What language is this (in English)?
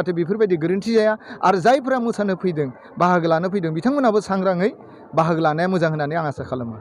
Bodo